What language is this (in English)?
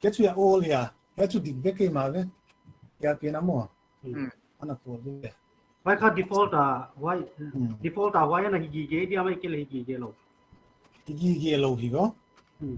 Paite Chin